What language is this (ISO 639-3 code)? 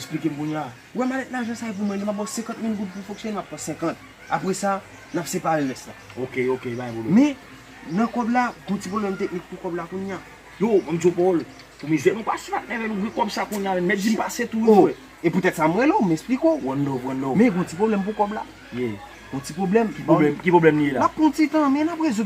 hat